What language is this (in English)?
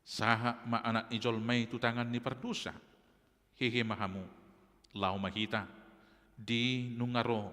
Batak Toba